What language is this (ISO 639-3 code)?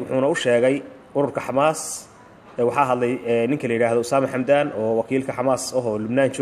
som